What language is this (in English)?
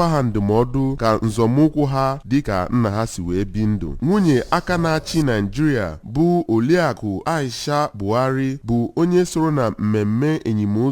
Igbo